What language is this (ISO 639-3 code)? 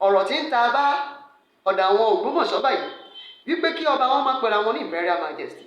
yor